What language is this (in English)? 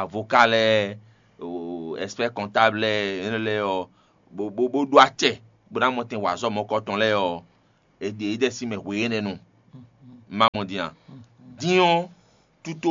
Fon